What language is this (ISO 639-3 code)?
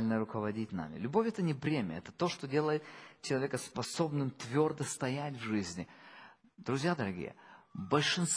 rus